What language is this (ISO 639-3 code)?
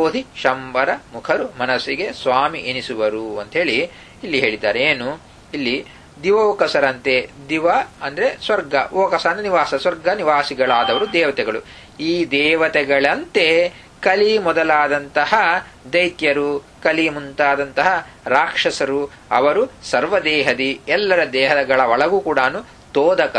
kan